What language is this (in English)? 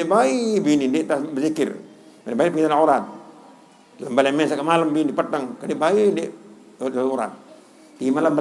Sasak